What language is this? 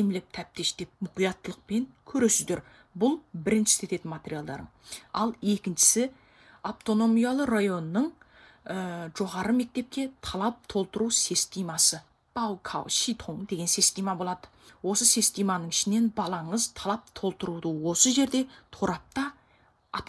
Kazakh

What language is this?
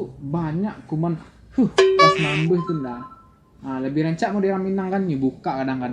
Minangkabau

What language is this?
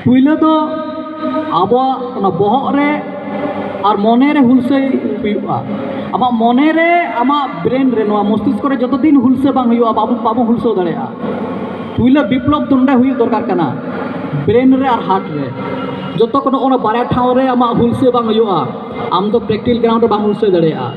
Santali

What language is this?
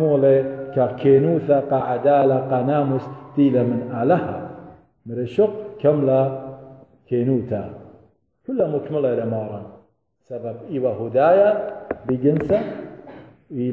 Assyrian Neo-Aramaic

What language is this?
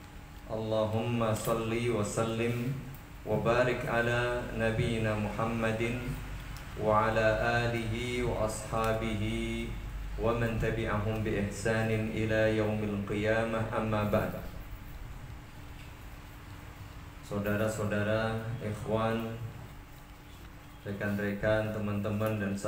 Indonesian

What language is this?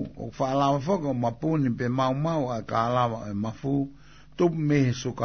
Tongan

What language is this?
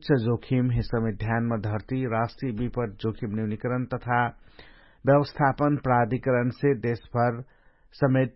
Dangaura Tharu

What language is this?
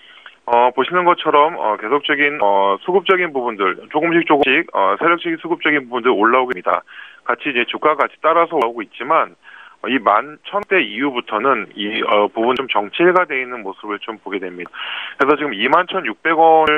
Korean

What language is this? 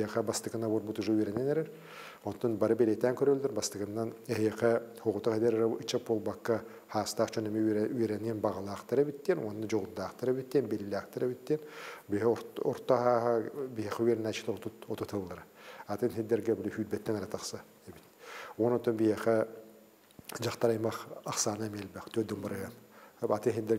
Yakut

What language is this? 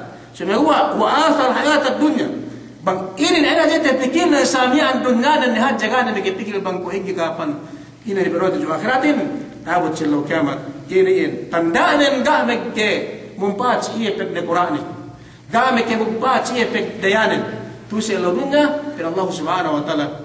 Yakan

